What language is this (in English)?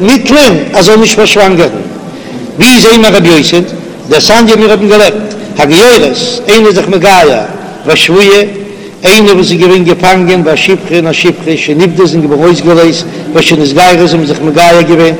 Yiddish